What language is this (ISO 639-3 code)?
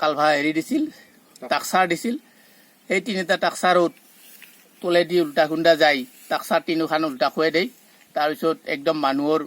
asm